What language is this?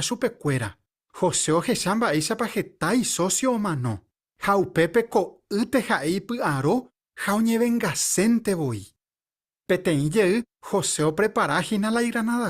Guarani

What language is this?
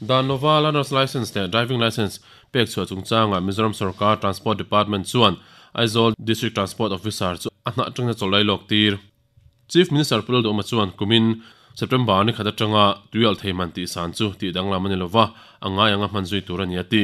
Mizo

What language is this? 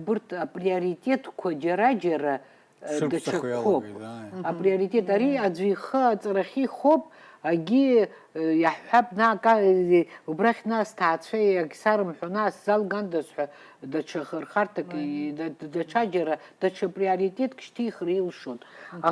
Abkhazian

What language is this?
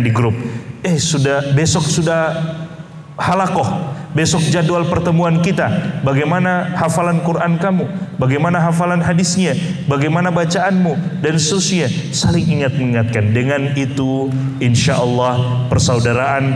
Indonesian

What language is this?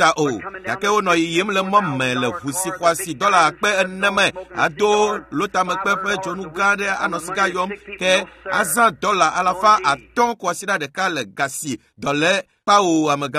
Ewe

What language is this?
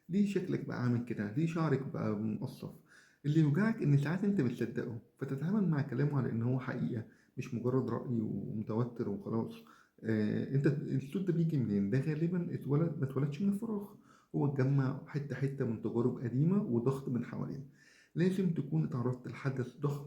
Egyptian Arabic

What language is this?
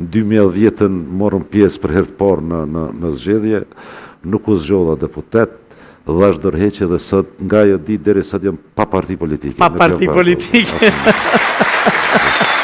Albanian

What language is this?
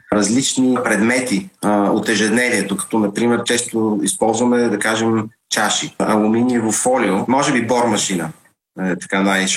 Bulgarian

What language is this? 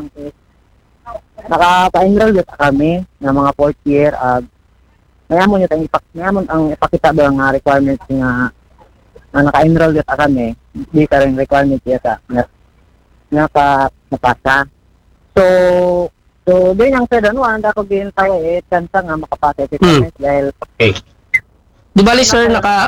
Filipino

